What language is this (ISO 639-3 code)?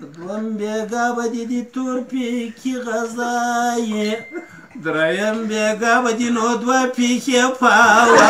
pus